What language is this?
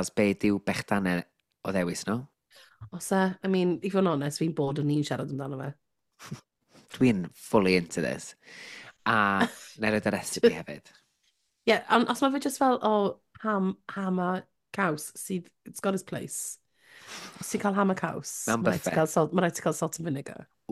Welsh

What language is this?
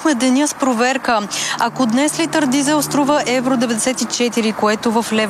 Bulgarian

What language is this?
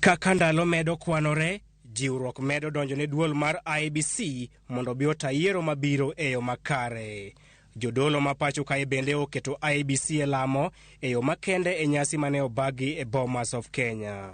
Luo (Kenya and Tanzania)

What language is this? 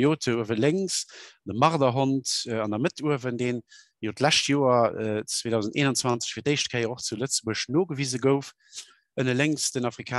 Luxembourgish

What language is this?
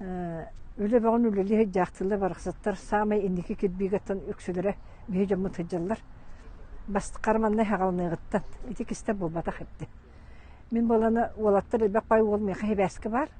Yakut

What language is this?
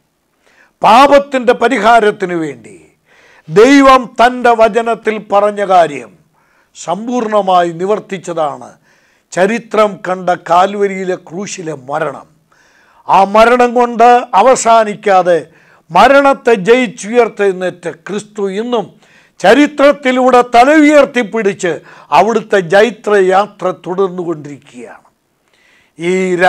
Malayalam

